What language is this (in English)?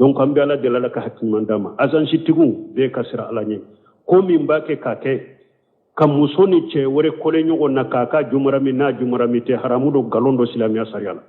Bambara